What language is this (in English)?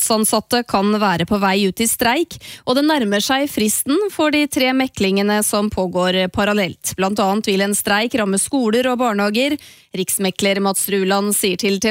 Norwegian